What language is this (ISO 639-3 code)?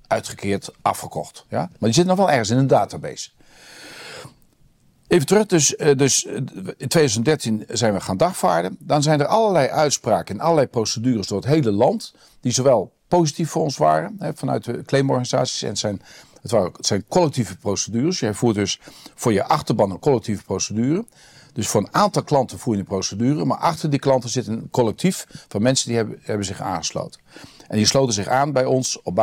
nld